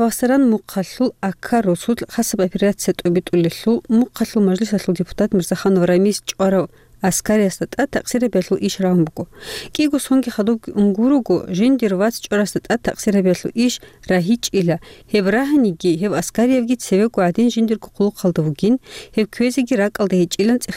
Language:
Avaric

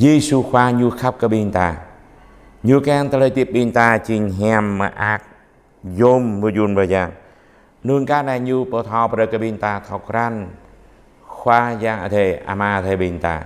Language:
Jarai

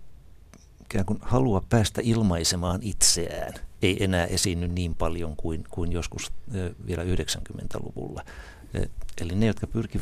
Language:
Finnish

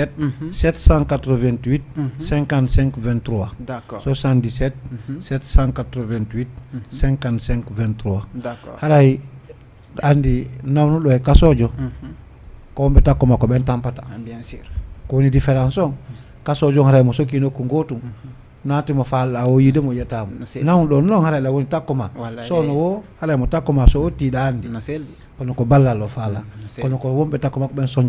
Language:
Fula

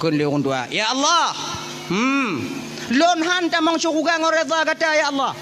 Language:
Achinese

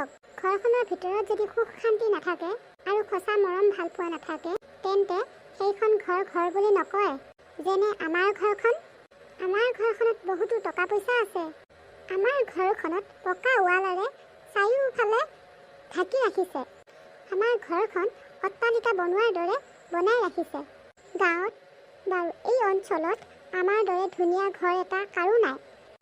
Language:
Assamese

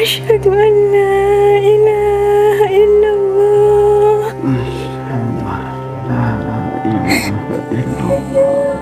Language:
Madurese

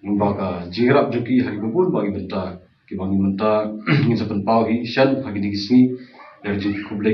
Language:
Khasi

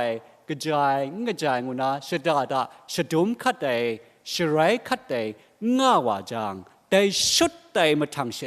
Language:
Kachin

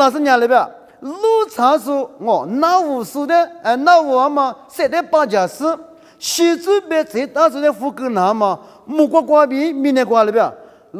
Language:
Lisu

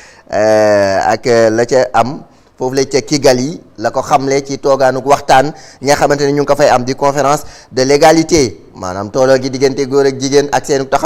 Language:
Wolof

